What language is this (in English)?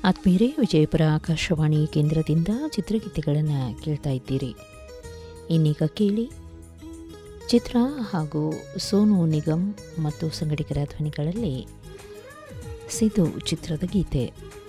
Kannada